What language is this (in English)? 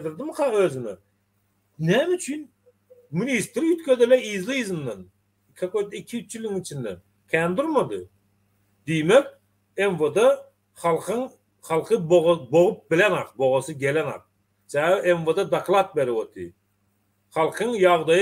Turkmen